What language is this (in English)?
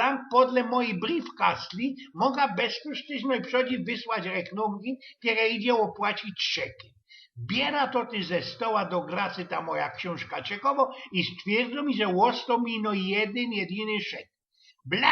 Silesian